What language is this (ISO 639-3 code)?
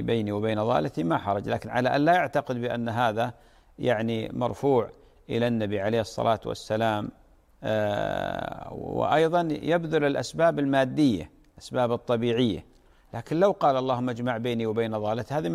ara